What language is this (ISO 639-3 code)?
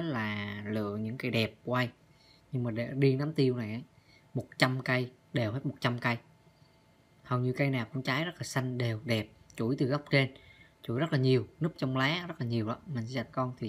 vie